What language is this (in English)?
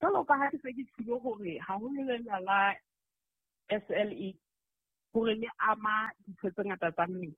Southern Sotho